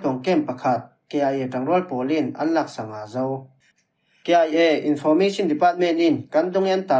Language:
Falam Chin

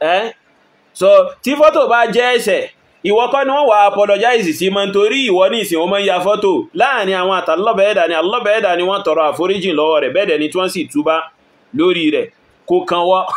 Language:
Yoruba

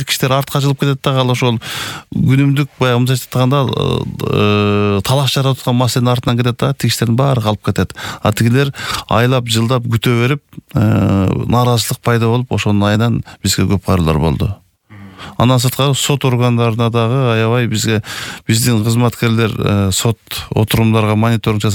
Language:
Kyrgyz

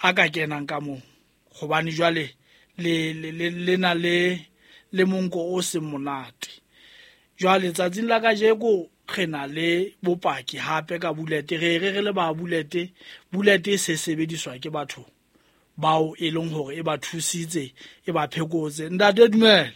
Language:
Southern Sotho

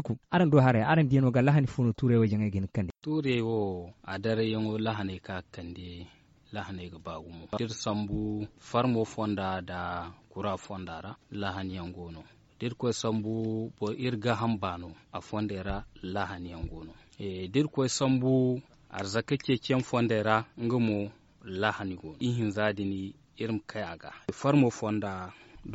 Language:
Zarma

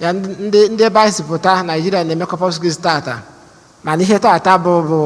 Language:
Igbo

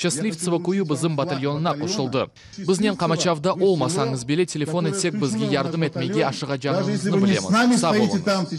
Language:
Crimean Tatar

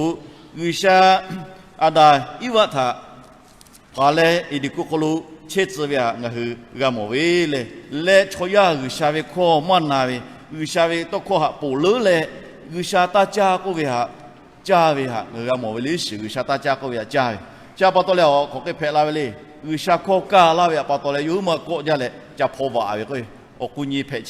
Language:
Lahu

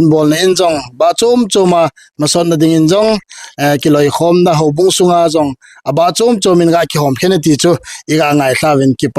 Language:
Thado Chin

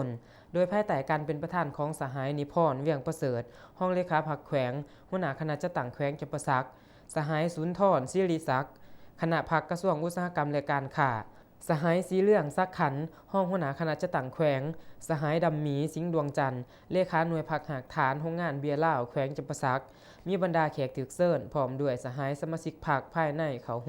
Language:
Lao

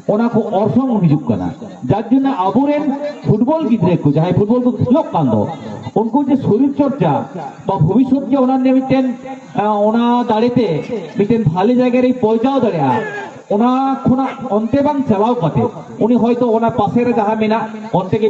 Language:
Santali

